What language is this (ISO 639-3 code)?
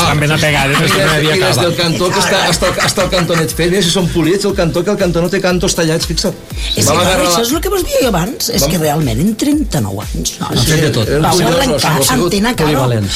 cat